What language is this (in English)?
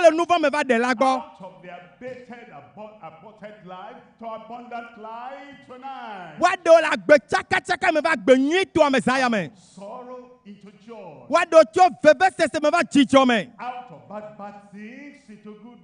Ewe